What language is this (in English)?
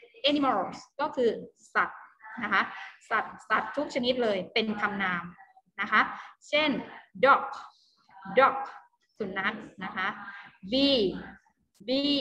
Thai